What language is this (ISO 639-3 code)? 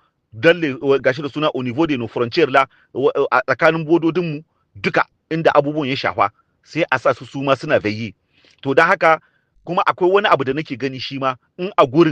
hau